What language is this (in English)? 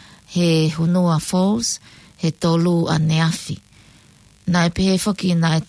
Tongan